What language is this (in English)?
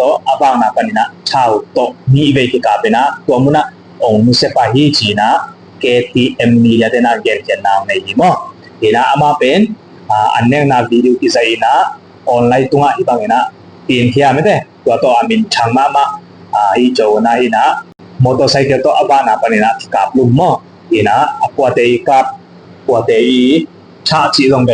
Tedim Chin